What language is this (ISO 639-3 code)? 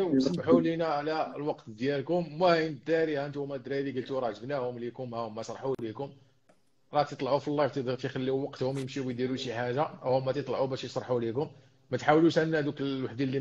ary